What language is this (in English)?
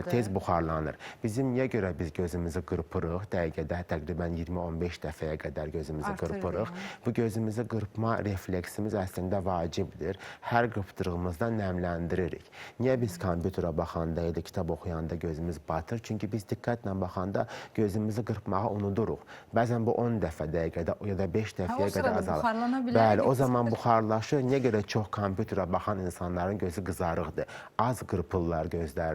Azerbaijani